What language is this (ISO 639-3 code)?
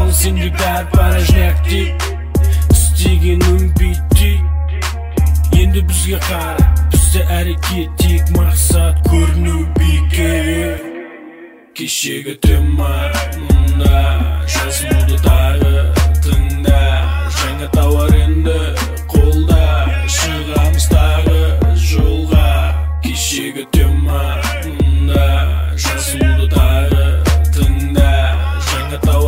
kaz